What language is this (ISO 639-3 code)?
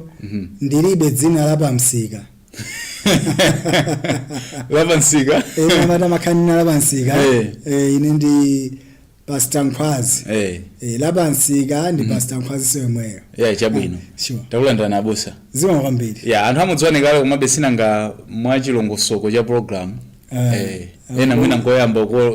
nya